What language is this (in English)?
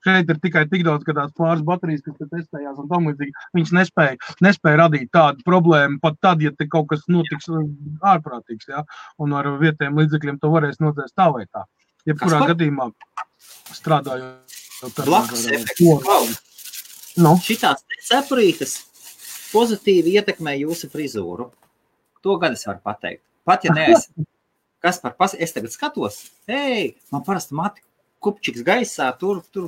Latvian